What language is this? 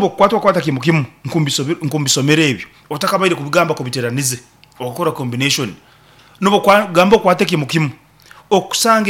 Nyankole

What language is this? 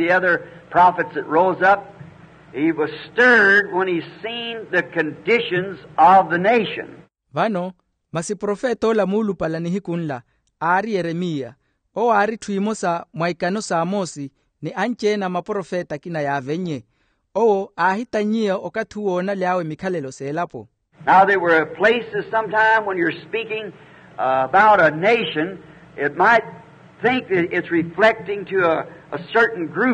Makhuwa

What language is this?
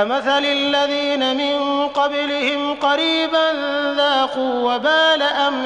Maranao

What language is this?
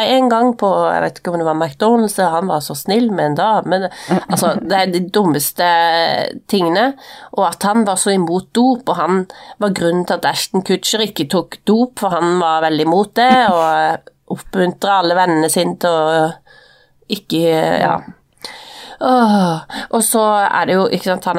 Norwegian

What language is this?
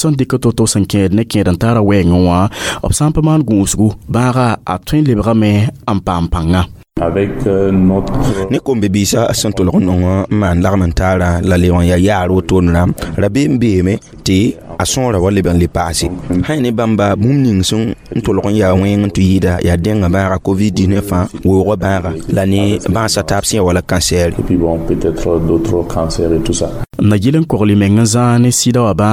Mossi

